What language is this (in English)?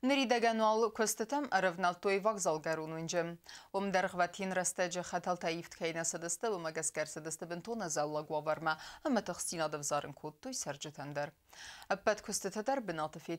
Ossetic